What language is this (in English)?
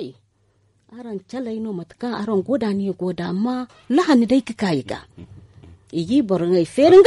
Zarma